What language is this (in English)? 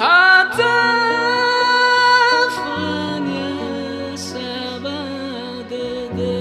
Nias